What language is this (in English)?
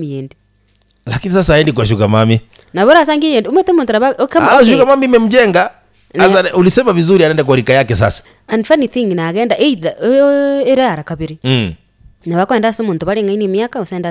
Gusii